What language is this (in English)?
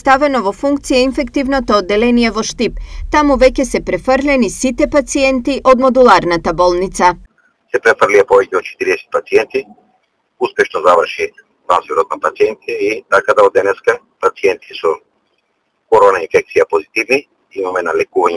Macedonian